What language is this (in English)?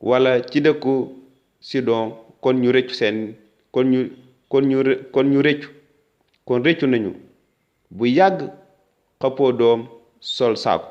Wolof